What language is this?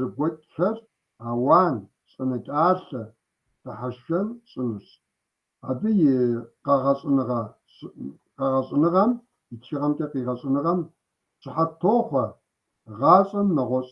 Kabardian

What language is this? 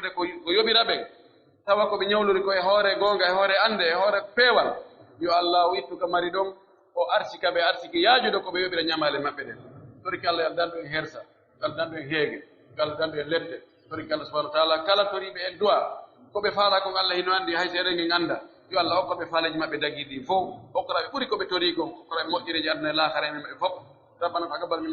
Pular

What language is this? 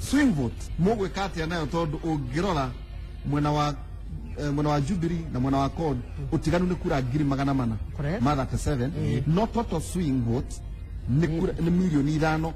Kikuyu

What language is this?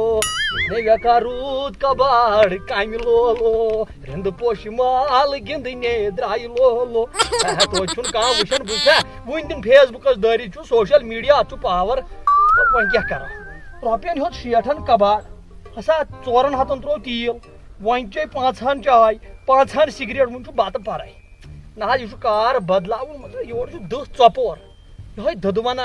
Kashmiri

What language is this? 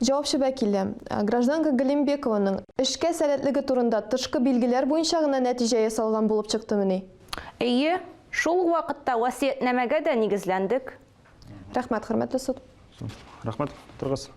Tatar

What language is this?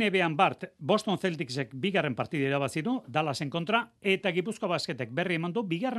Basque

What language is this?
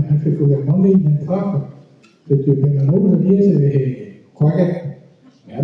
Breton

